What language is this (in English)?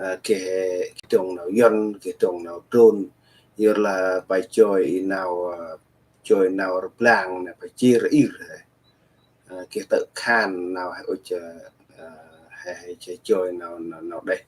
Central Mnong